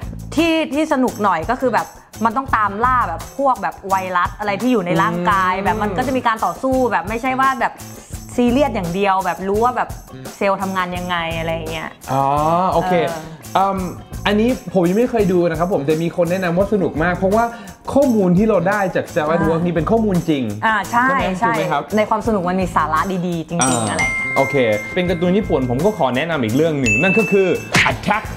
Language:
Thai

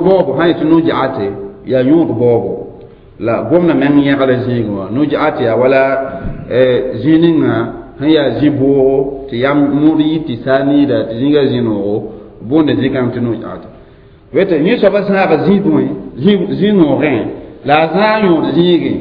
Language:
Mossi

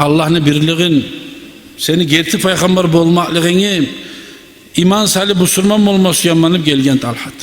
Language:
Kumyk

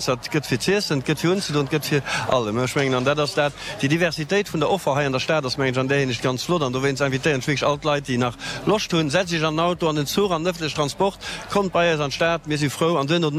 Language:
Luxembourgish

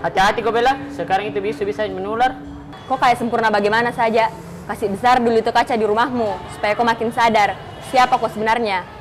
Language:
Makassar Malay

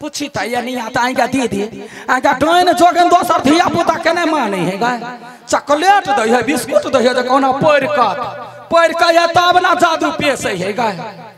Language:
Maithili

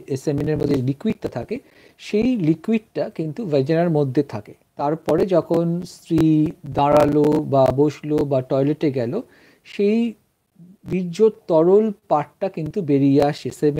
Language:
Bangla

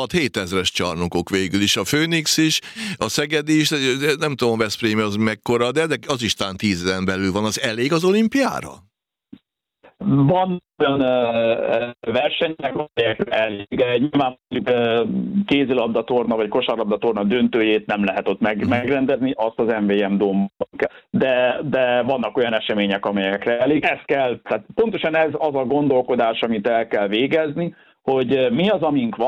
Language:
Hungarian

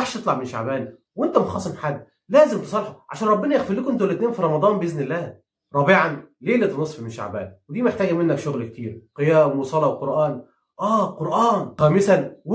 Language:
Egyptian Arabic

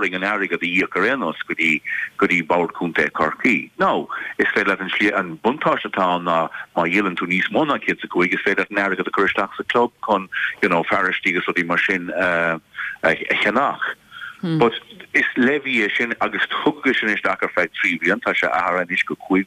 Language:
Irish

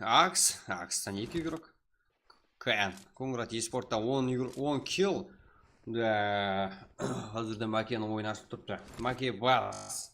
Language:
Kara-Kalpak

